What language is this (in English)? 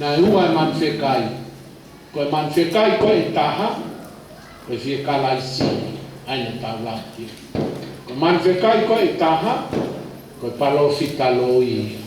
Tongan